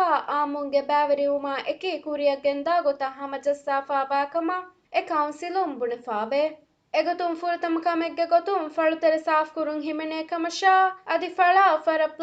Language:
Divehi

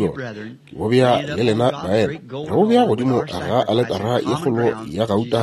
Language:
Northern Sotho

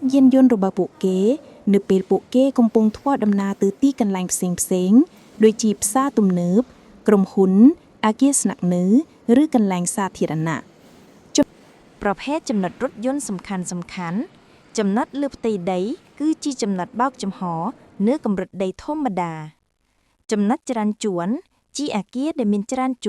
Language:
Khmer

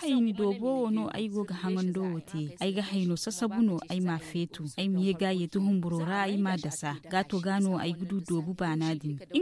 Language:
Zarma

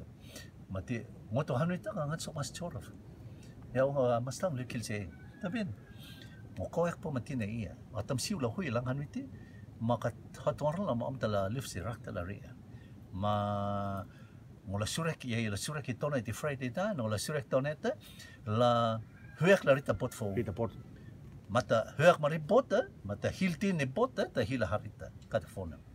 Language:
Rotuman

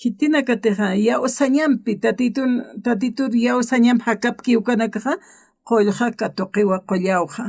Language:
Aymara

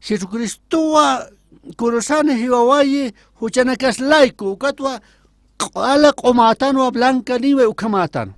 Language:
Aymara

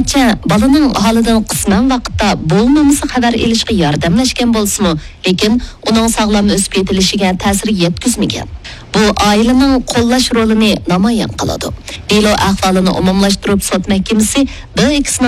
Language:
Uyghur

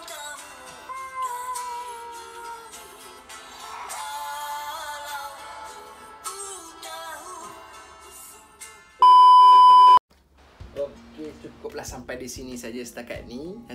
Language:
Malay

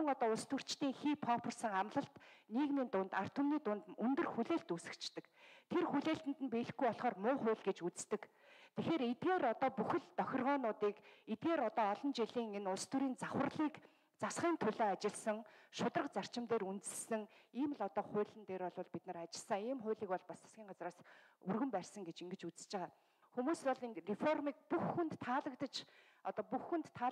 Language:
Mongolian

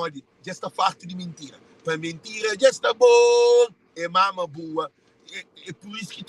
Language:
Kabuverdianu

